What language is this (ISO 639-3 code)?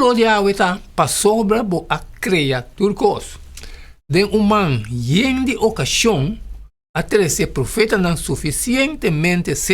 pap